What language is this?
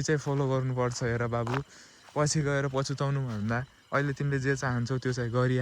Nepali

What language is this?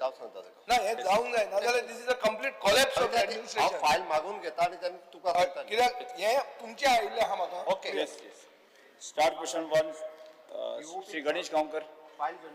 Konkani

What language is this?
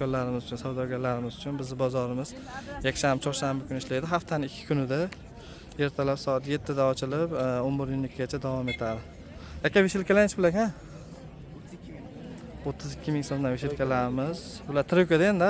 Uzbek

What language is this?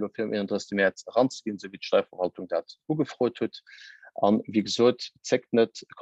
Luxembourgish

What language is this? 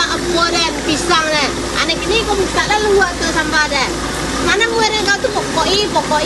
Minangkabau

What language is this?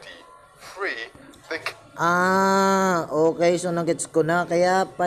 Filipino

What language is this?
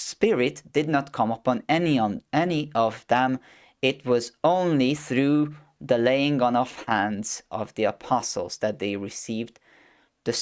English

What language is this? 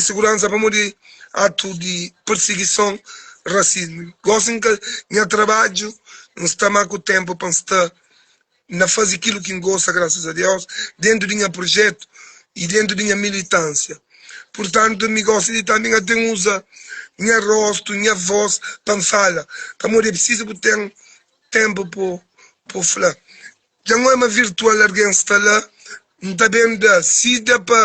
Kabuverdianu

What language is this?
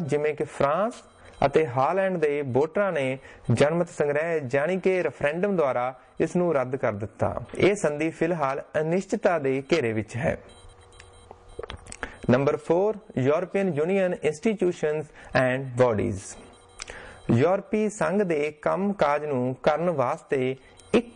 Punjabi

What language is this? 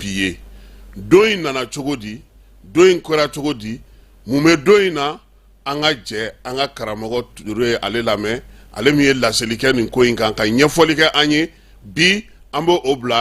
Bambara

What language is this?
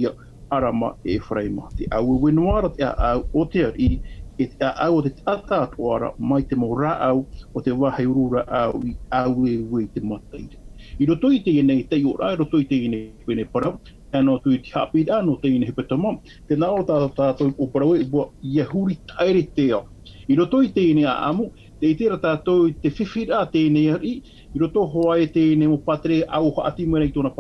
Tahitian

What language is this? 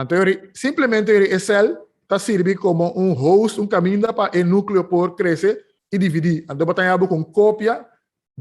Papiamento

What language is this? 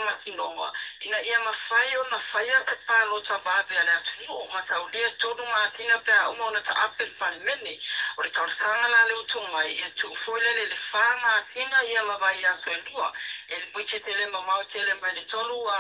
Samoan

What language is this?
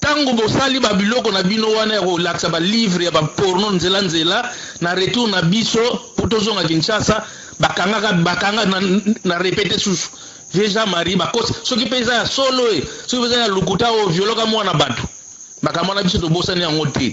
Lingala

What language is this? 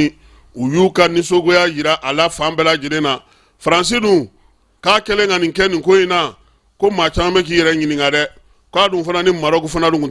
Bambara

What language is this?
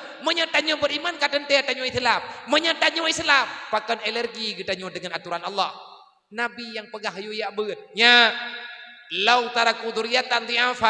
Achinese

